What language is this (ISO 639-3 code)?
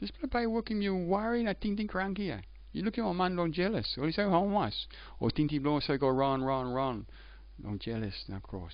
tpi